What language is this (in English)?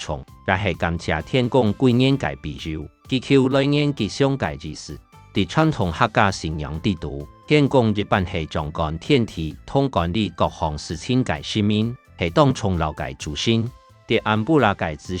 Hakka Chinese